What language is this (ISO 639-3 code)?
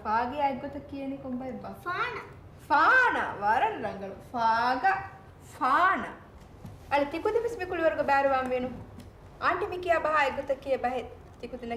div